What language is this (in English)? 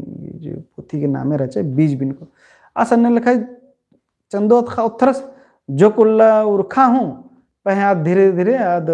Kurukh